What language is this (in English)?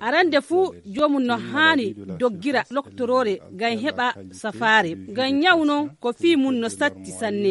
Fula